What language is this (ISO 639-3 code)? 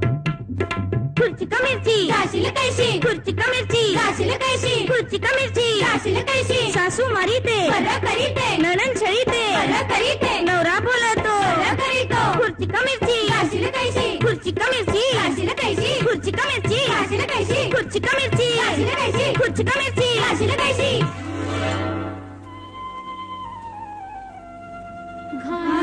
mar